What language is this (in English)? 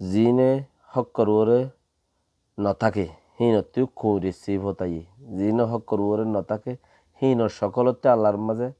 Rohingya